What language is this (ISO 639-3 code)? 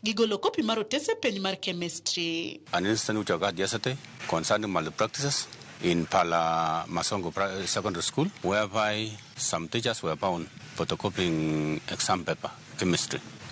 luo